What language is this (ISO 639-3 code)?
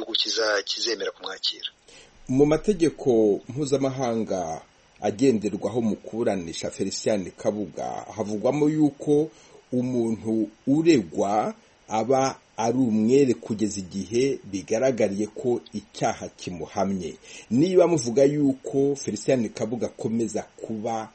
kin